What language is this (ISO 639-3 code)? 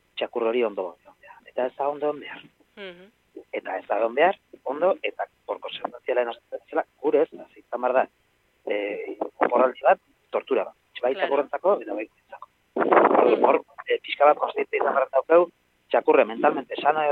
eus